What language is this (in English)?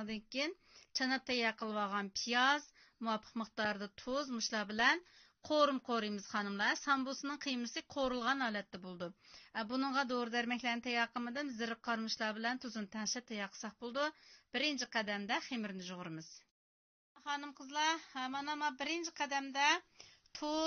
Uyghur